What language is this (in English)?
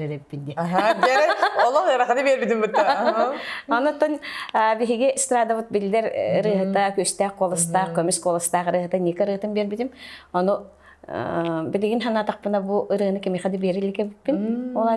Yakut